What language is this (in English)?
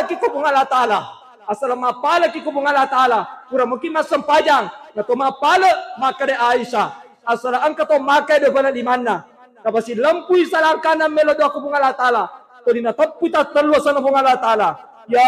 Buginese